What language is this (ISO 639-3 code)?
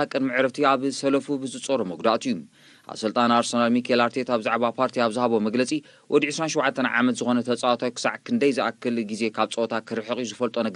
tir